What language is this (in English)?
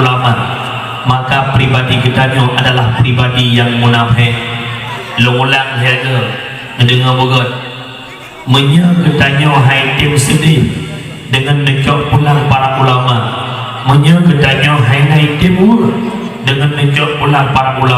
Achinese